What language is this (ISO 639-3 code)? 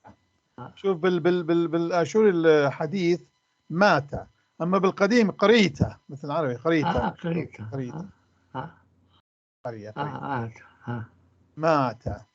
apc